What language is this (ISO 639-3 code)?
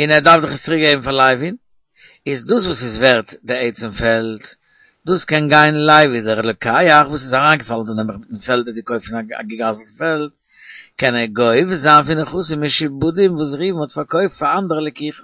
yid